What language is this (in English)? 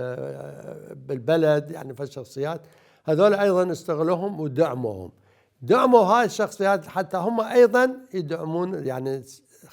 Mesopotamian Arabic